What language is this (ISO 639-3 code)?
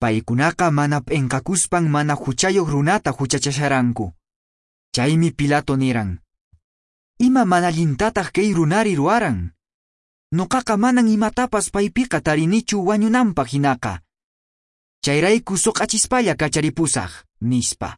que